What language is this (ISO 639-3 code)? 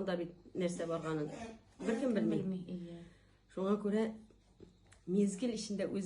tat